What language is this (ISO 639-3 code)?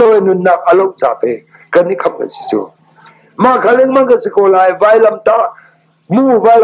cnh